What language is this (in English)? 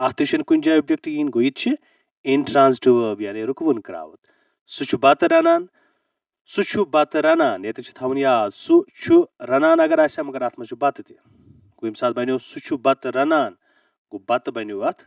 Kashmiri